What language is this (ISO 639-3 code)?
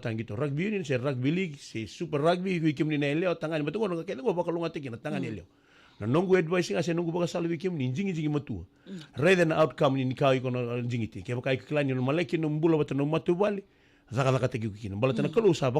fij